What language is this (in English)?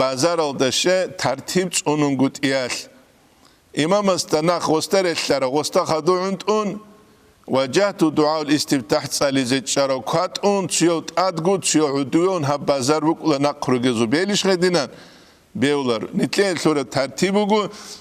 Avaric